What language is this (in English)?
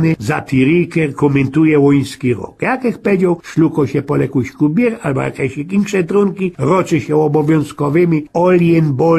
Silesian